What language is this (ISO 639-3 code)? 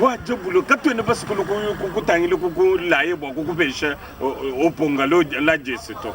lua